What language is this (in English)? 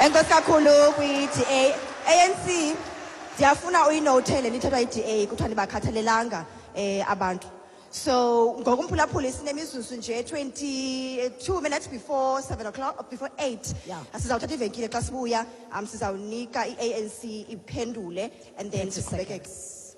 Xhosa